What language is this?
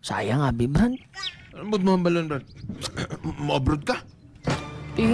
Hiligaynon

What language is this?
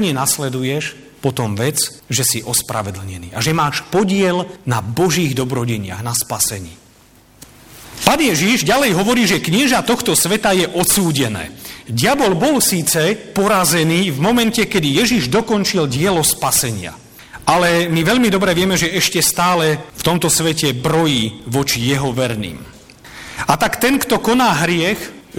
Slovak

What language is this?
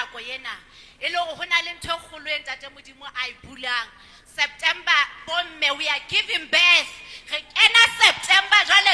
Southern Sotho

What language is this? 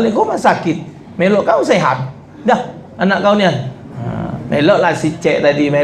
Musi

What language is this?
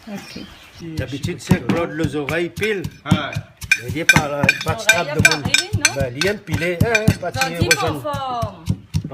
Réunion Creole French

